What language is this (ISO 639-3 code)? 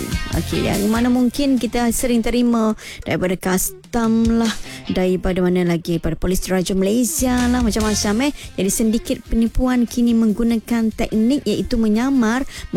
msa